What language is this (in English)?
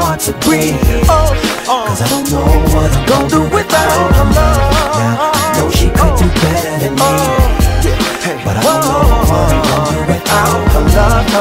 English